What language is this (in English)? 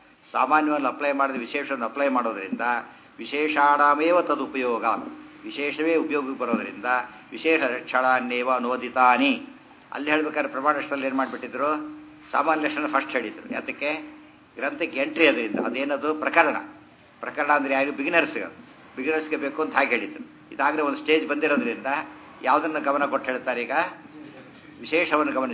Kannada